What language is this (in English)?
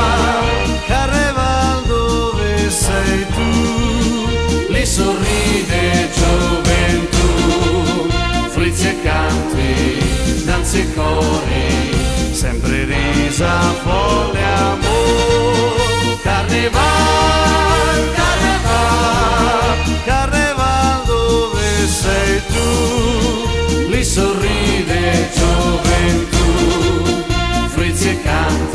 Italian